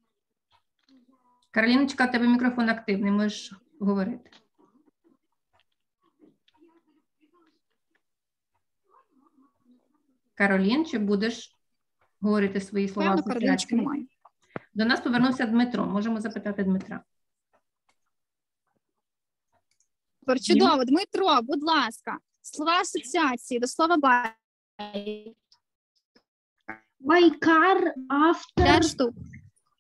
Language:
Ukrainian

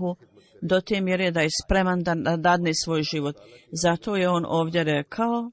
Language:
Bosnian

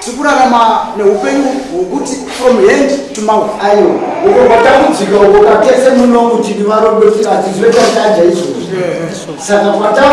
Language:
Shona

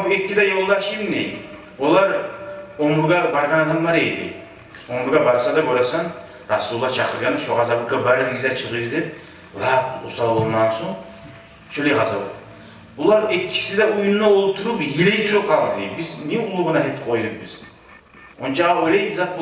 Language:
Kumyk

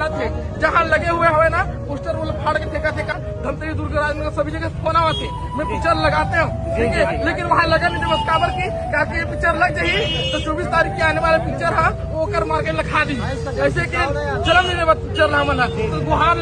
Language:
Chhattisgarhi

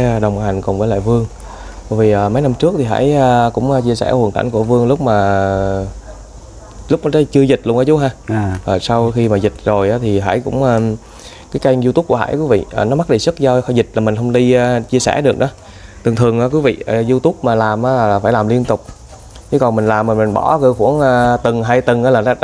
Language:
Vietnamese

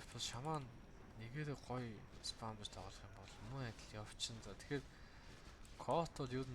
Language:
Mongolian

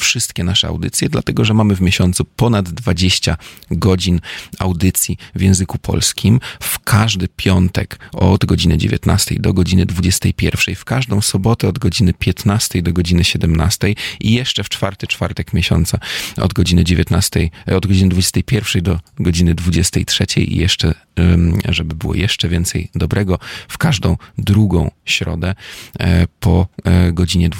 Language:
Polish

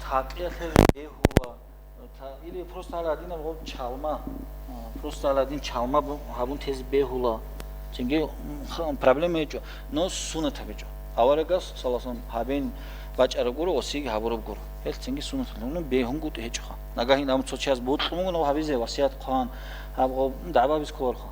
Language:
Avaric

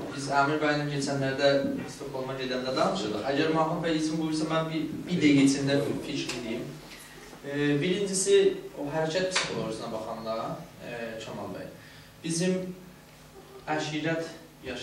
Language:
South Azerbaijani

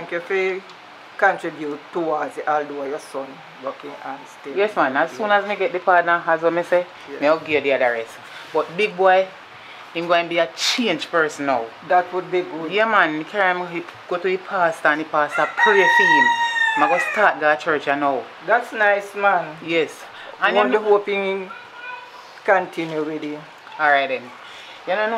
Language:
Jamaican Creole English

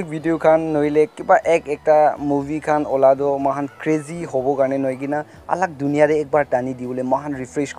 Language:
Naga Pidgin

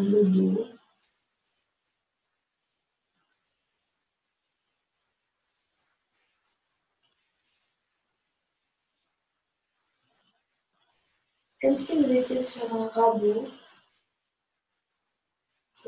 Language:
French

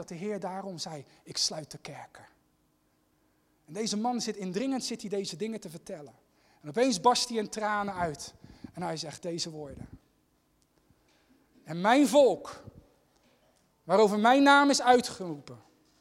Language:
Dutch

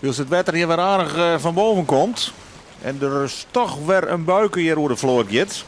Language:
Western Frisian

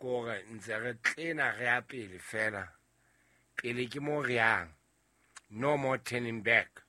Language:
Southern Sotho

